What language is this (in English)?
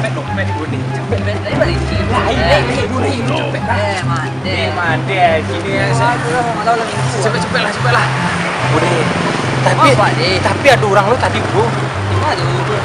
Minangkabau